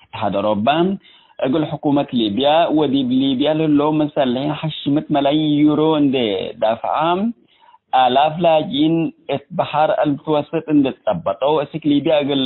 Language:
Tigre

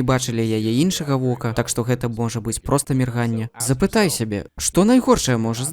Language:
Belarusian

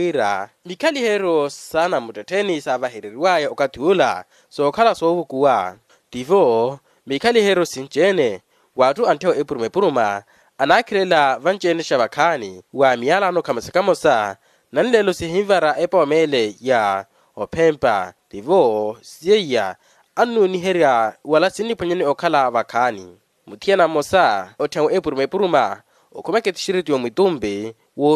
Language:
Makhuwa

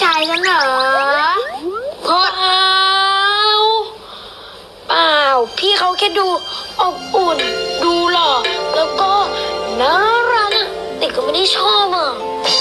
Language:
Thai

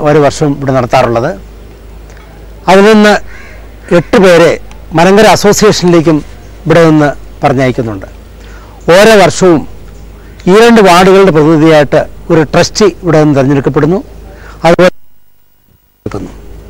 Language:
Malayalam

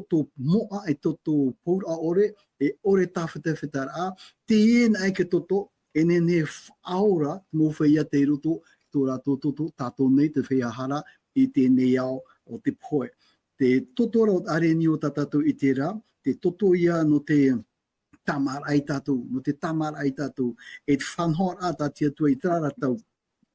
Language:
Tahitian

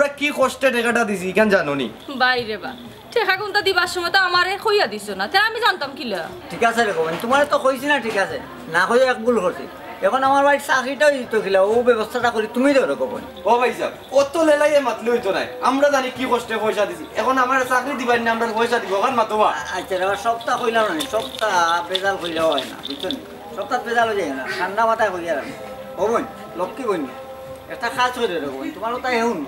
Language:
Sylheti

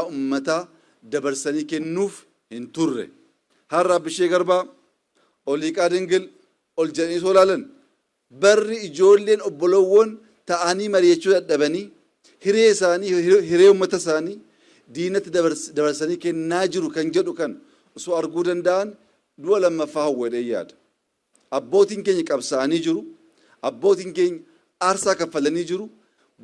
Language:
Oromo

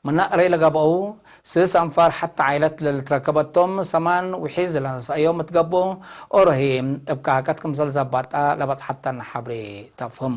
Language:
Tigre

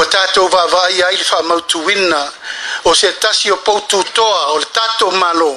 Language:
Samoan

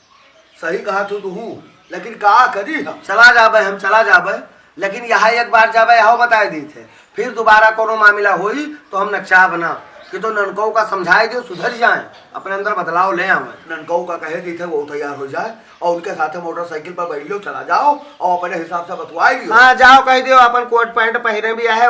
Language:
Awadhi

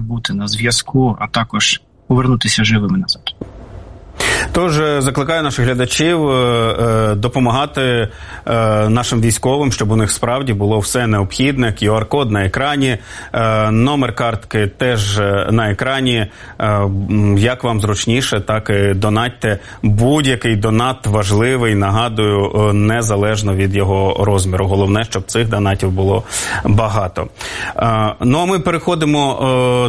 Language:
Ukrainian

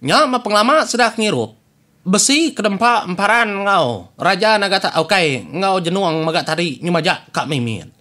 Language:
Iban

